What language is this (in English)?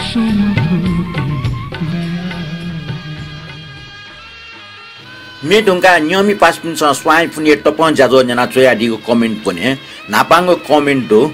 Newari